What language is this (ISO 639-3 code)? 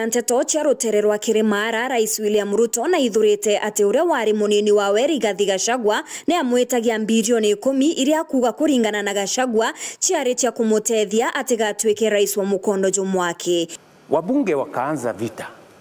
mer